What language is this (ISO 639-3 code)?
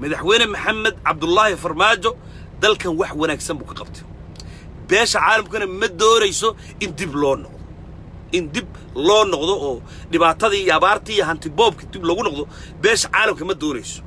som